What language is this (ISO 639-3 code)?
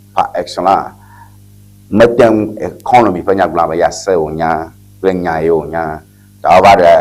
ewe